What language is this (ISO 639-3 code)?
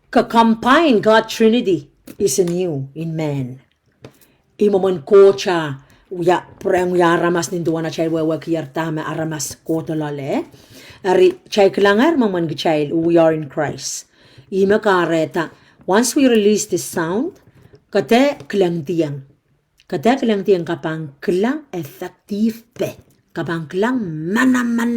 pon